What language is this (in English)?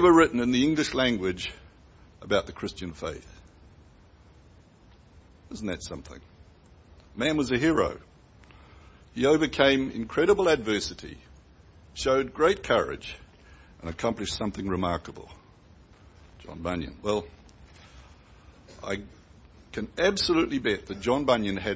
English